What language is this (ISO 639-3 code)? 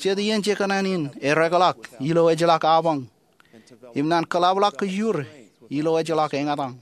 mah